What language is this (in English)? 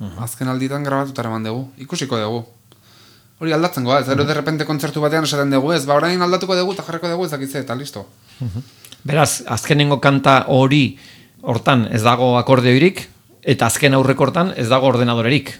Basque